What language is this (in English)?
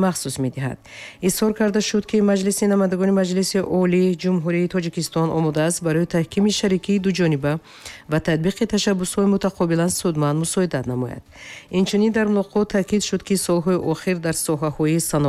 Tajik